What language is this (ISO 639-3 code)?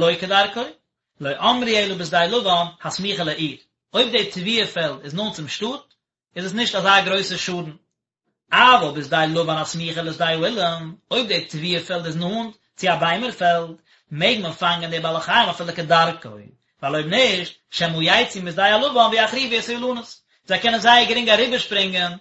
yid